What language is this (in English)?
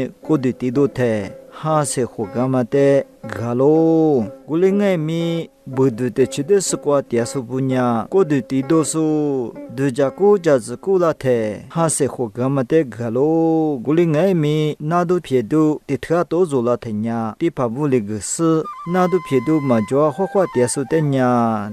Lisu